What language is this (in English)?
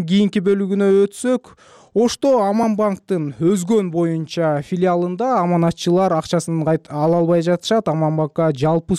Kyrgyz